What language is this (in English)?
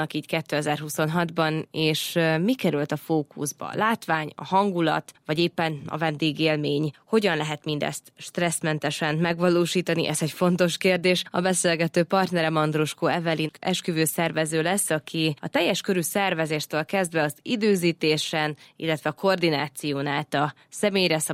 Hungarian